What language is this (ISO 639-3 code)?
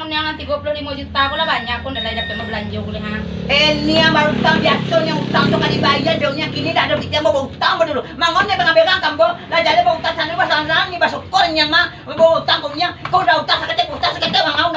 min